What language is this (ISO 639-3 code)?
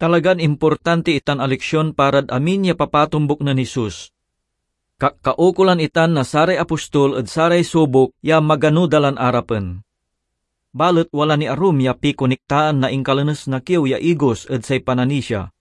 pag